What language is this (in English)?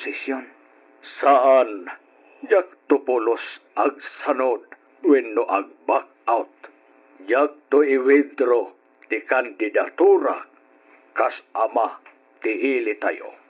Iloko